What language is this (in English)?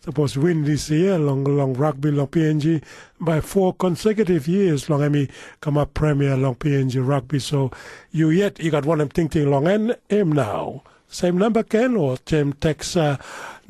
Tok Pisin